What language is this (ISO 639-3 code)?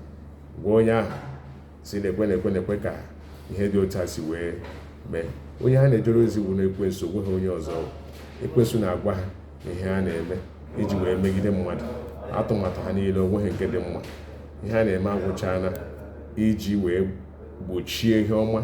ibo